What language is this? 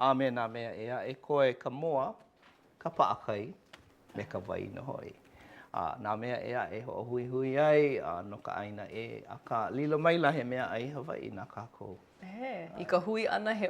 Hawaiian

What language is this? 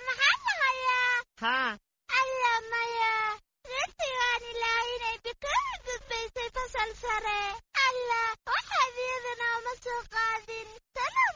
Somali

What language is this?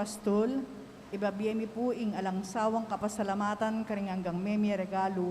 Pampanga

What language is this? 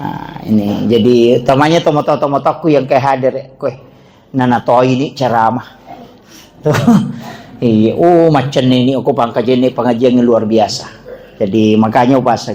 Buginese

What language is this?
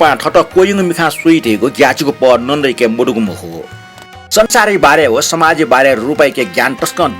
Newari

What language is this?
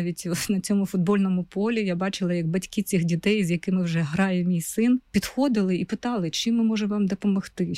Ukrainian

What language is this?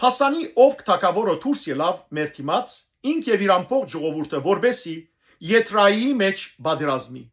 Western Armenian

